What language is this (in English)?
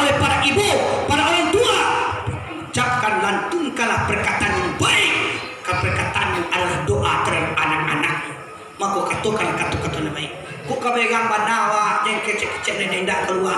Minangkabau